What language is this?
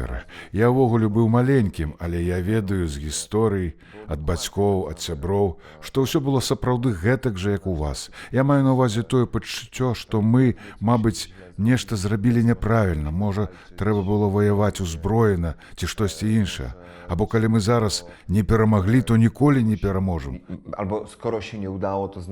Belarusian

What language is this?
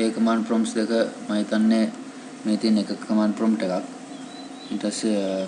Sinhala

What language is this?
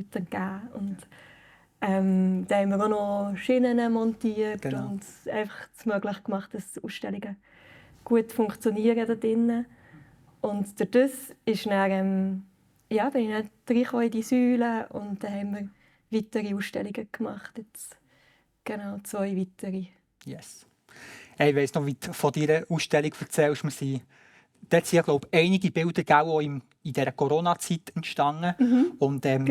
Swiss German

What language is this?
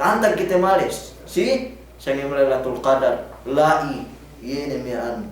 Yakan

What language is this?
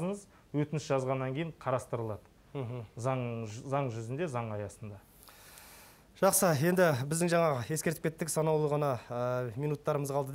Kazakh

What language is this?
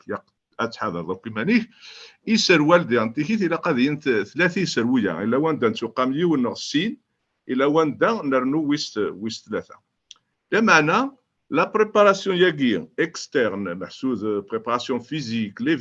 Kabyle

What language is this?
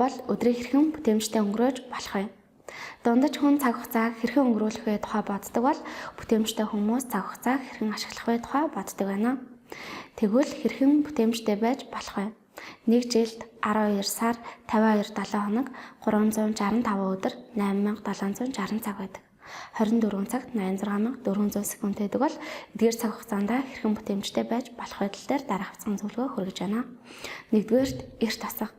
Mongolian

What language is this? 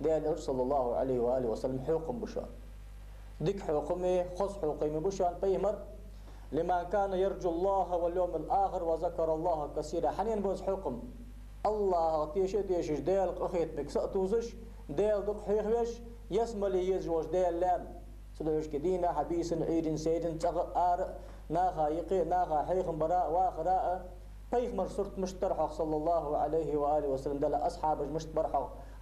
Ingush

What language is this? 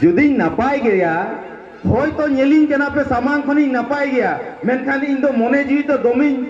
Santali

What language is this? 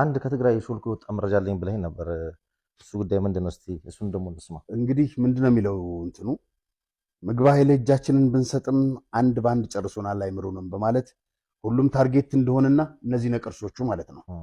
Amharic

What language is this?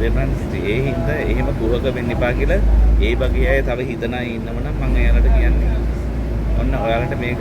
Sinhala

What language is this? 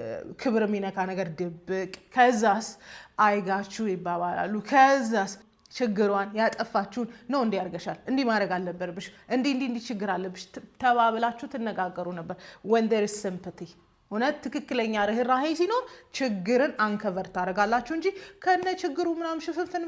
Amharic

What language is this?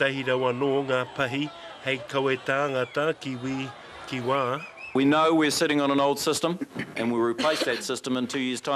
Māori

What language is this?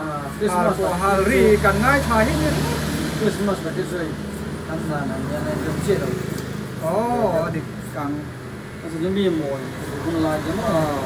Mizo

